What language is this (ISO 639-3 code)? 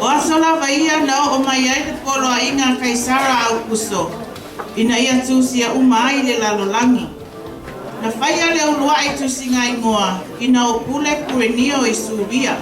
smo